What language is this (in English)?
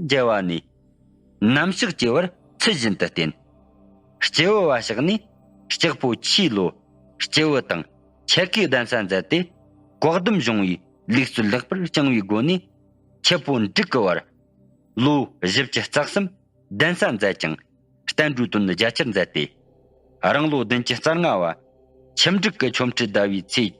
Tibetan